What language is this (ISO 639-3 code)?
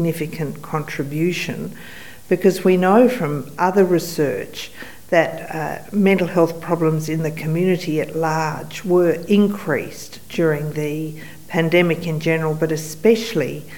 kur